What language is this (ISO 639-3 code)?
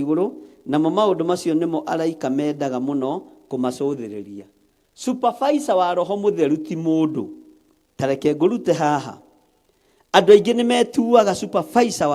kik